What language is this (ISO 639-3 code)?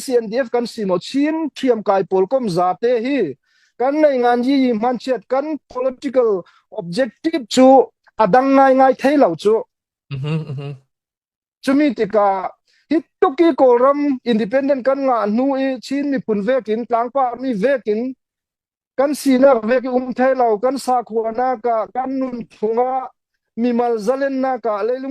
cnh